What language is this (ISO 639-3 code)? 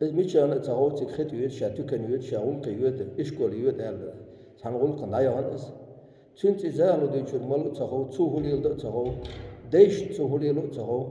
che